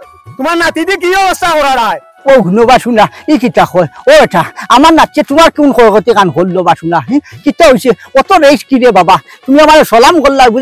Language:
Sylheti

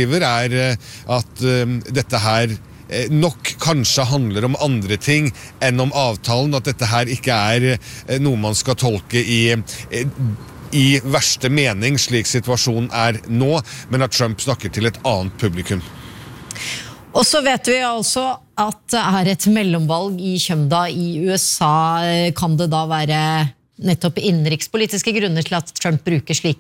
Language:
Norwegian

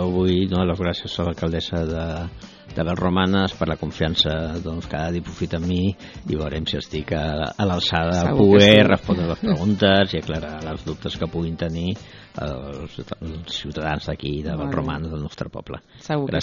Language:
Catalan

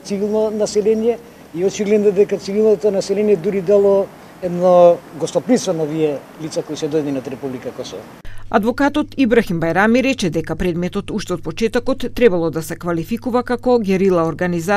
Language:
Macedonian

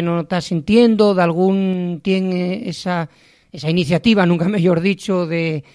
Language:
Asturian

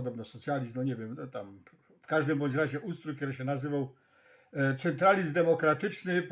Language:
Silesian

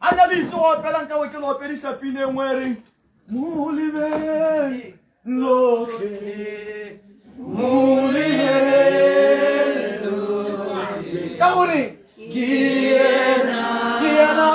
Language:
Tswana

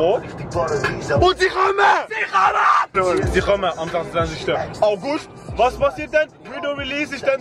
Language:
Swiss German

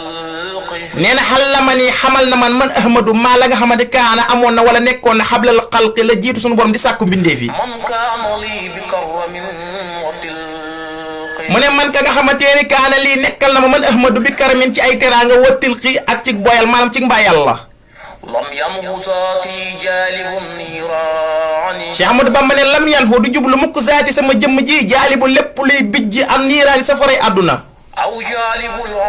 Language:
Wolof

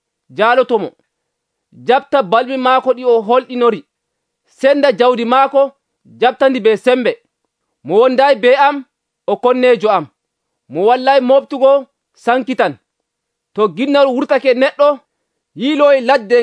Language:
Nigerian Fulfulde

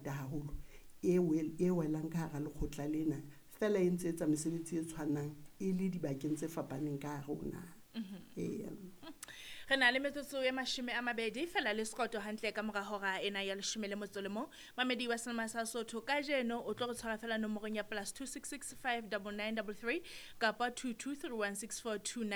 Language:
Southern Sotho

